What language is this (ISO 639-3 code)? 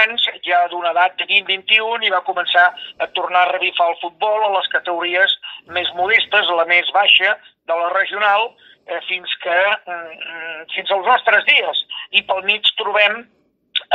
cat